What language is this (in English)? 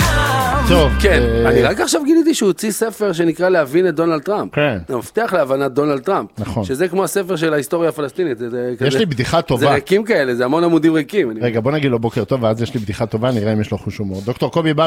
Hebrew